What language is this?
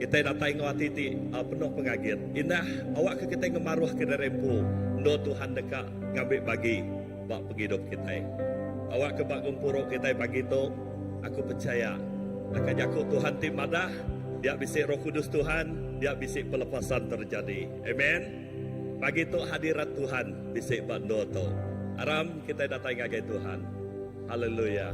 Iban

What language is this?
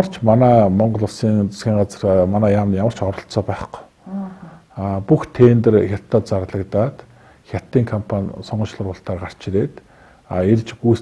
Mongolian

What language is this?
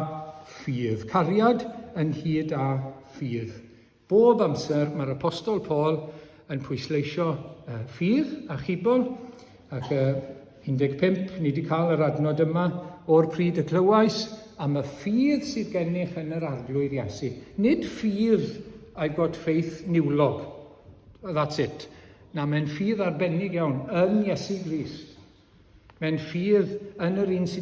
Welsh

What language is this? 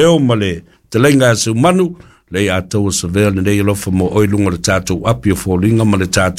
Samoan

